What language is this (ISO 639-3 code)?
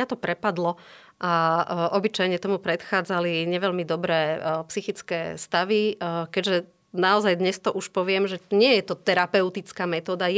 slk